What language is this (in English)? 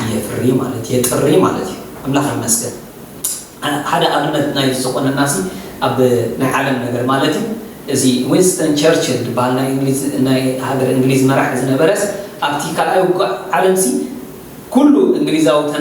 Tigrinya